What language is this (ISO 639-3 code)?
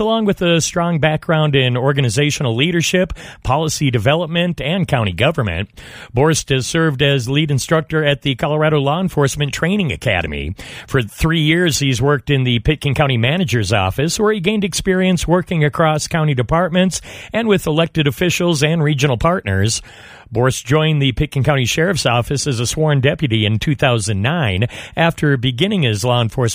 eng